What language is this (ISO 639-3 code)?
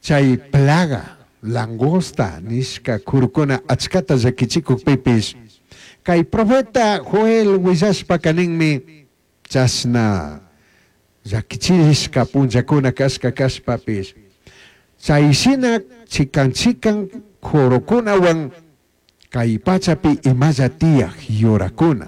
qug